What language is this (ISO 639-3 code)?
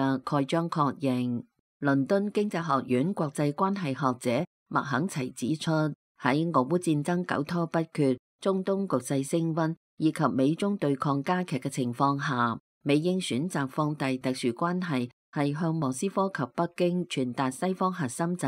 yue